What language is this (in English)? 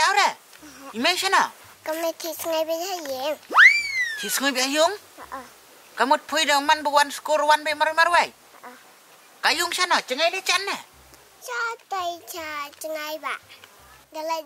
Khasi